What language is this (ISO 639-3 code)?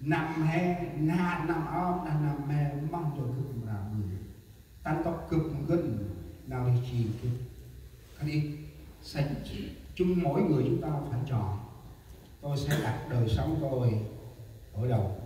cmo